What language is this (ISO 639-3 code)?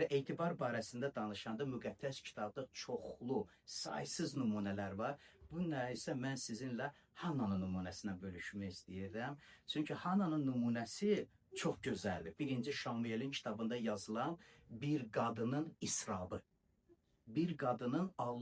aze